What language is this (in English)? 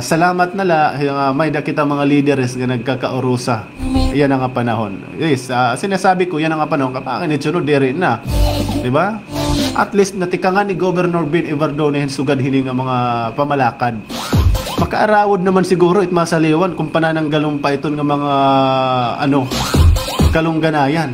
Waray